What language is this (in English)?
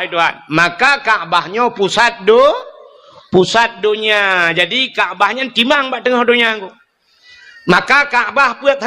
Achinese